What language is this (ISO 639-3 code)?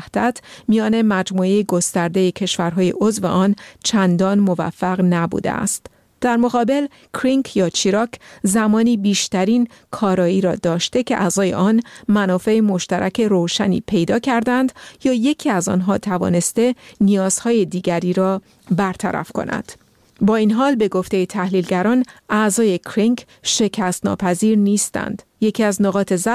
fas